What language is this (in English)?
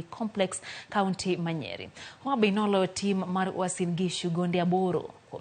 Luo (Kenya and Tanzania)